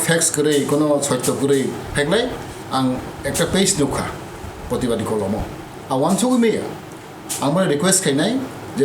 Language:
Kok Borok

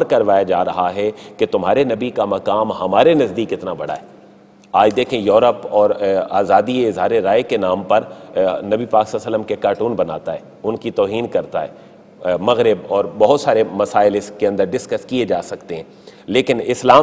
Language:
Urdu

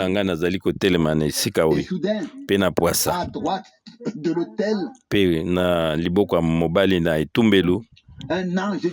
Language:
Lingala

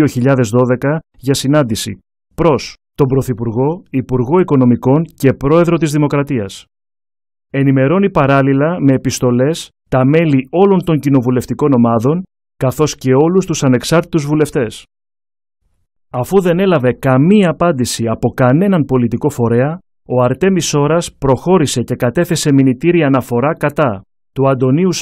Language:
Greek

